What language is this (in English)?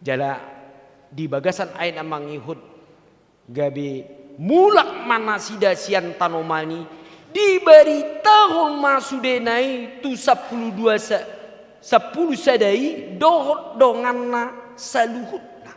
Batak Toba